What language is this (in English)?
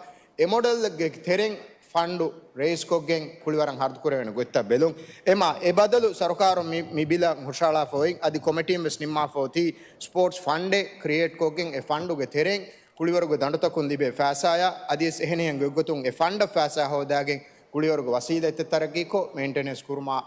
Divehi